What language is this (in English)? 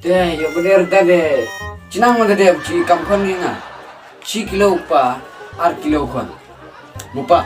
Khasi